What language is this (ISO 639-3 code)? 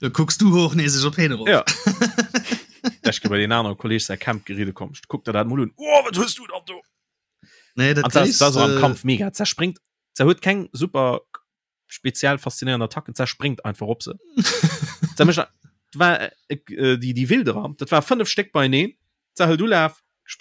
ltz